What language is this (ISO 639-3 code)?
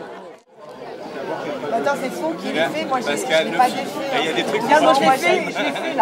fra